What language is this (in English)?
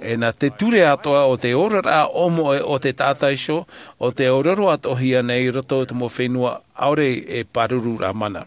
Tahitian